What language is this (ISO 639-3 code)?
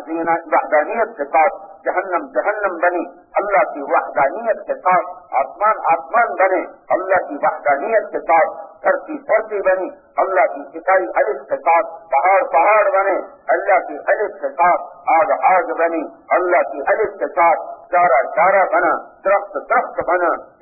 urd